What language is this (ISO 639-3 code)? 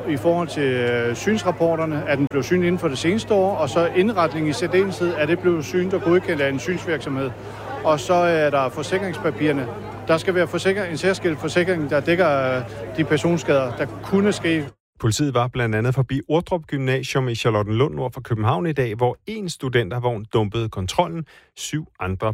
dan